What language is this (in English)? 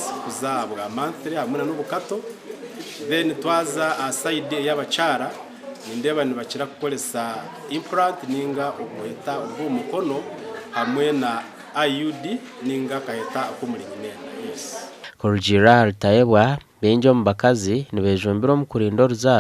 Nyankole